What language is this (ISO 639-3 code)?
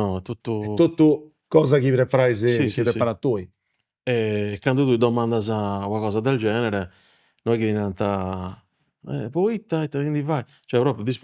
srd